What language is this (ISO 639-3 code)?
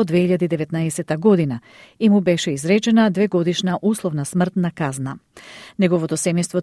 mkd